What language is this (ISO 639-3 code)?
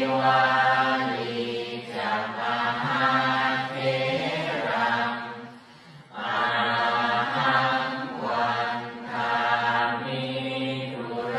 pli